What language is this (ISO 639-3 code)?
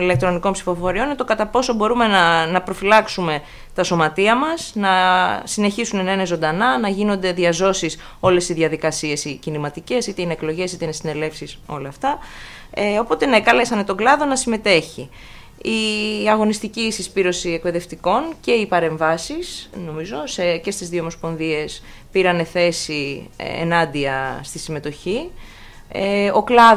ell